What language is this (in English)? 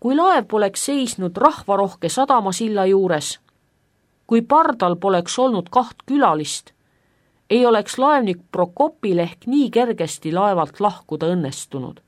Estonian